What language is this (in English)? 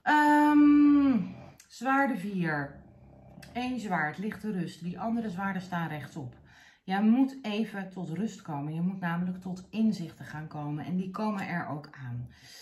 Dutch